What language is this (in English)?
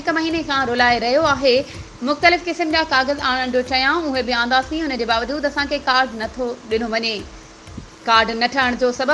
Sindhi